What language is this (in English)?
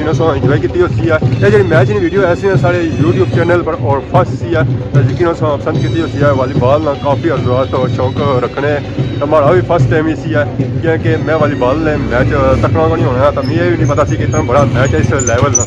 Pahari-Potwari